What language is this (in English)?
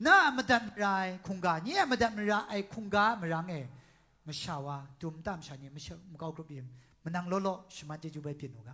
Kachin